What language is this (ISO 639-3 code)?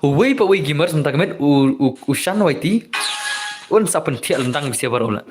kha